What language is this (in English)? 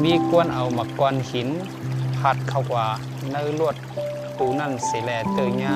Shan